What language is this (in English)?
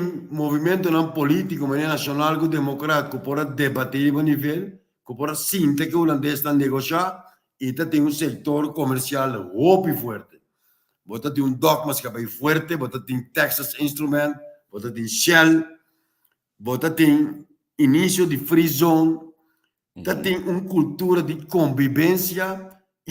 Papiamento